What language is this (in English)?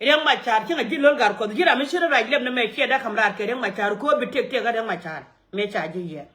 Nuer